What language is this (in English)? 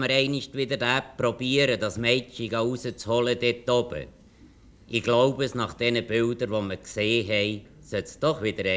German